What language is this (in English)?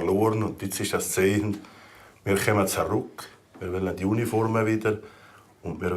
Swiss German